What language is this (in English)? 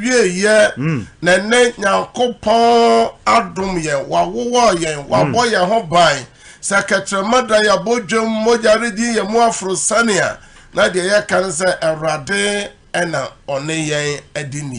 Akan